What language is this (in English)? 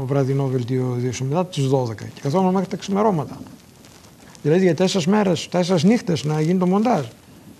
Greek